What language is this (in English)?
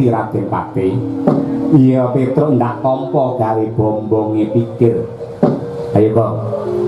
Javanese